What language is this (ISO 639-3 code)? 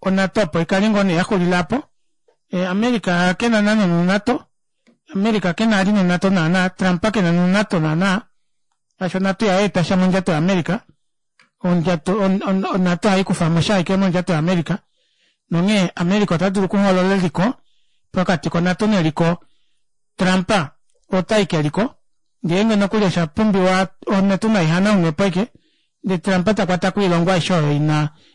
kua